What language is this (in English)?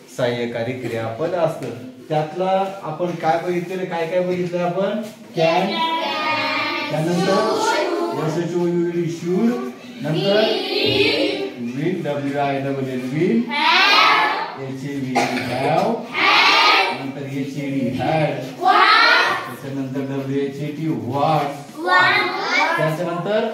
Marathi